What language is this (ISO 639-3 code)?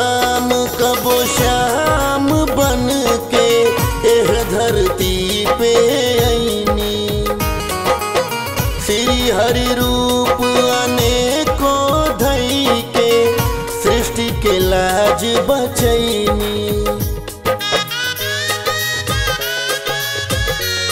bho